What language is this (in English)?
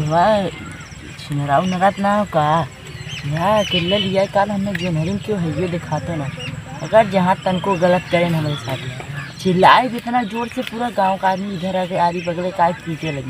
Awadhi